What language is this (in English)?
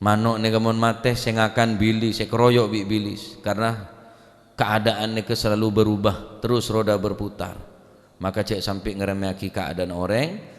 Madurese